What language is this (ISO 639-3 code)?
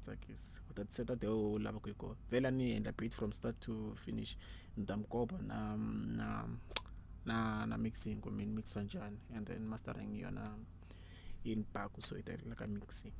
tso